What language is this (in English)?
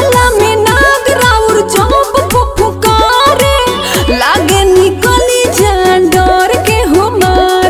Bhojpuri